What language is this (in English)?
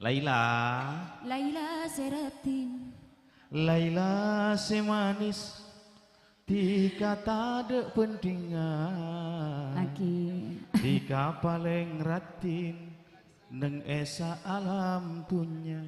Madurese